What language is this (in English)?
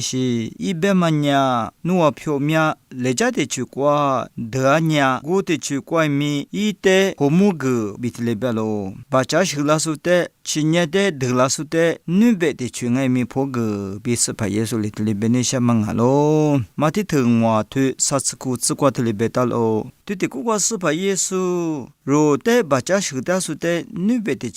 Lisu